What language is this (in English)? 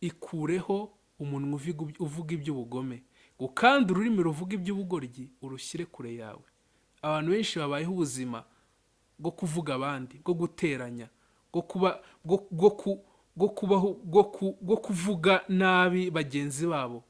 Kinyarwanda